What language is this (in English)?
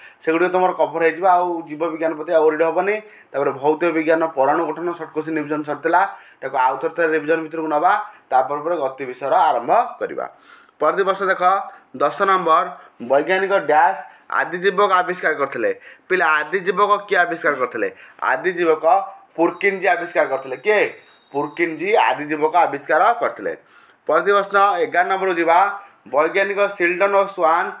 Odia